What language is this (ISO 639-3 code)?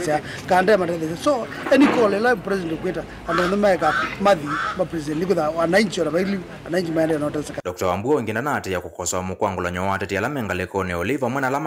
kam